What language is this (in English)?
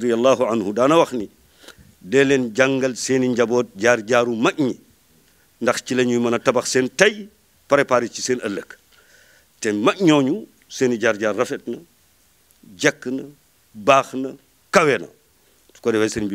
Wolof